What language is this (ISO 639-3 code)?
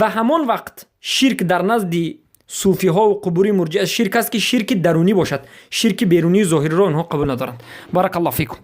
fas